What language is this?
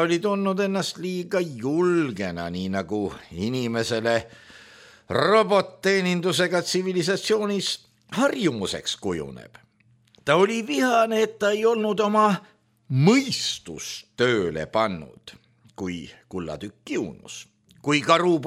Estonian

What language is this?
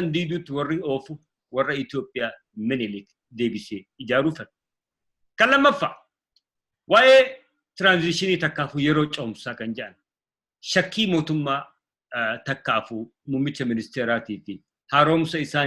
Oromo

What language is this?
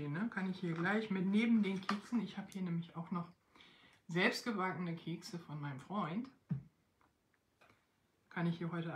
German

